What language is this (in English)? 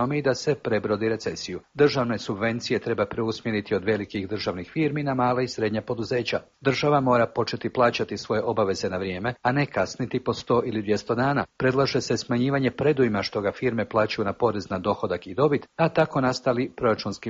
Croatian